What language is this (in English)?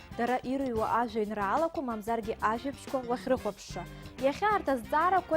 Abkhazian